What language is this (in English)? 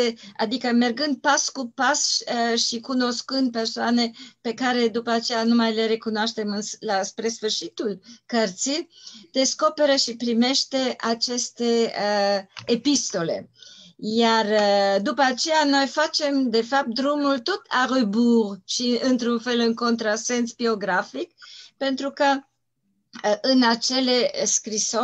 Romanian